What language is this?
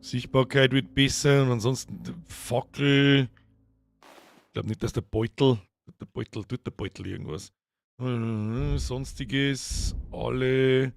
Bavarian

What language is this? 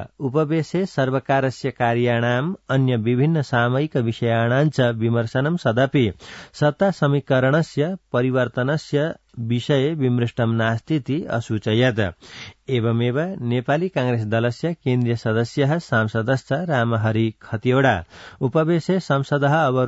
Sanskrit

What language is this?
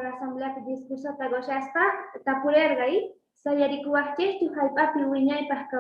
Quechua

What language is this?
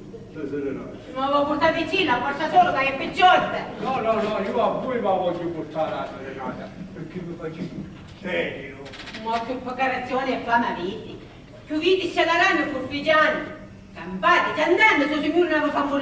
Sicilian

